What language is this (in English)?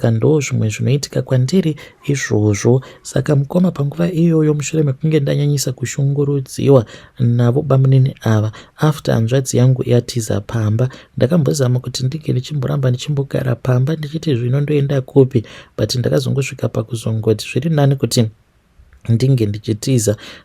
Shona